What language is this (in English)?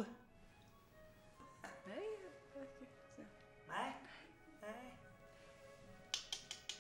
Icelandic